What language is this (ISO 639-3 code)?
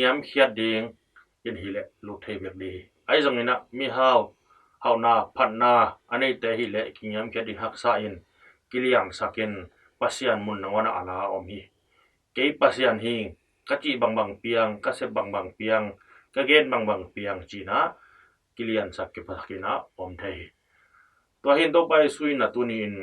ctd